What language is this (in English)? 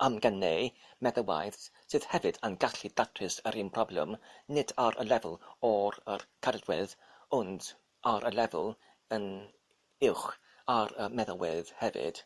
Welsh